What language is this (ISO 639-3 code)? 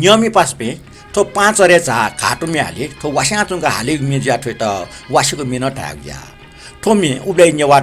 new